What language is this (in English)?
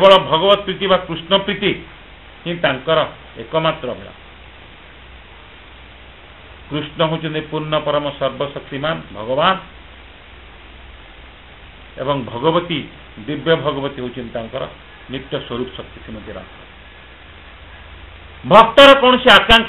Odia